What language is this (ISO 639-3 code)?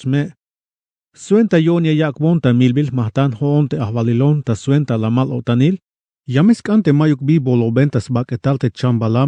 tzh